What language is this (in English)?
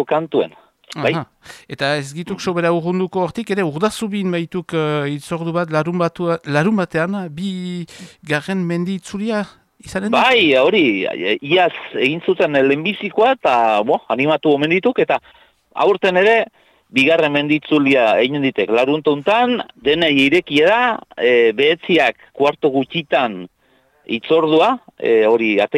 Basque